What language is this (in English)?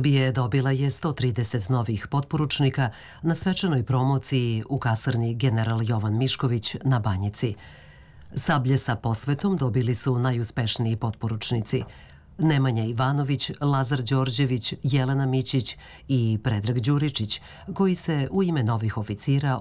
Serbian